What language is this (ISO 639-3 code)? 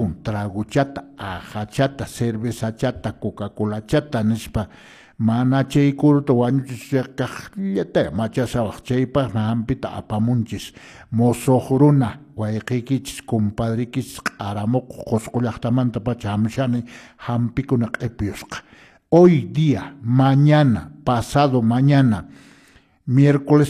que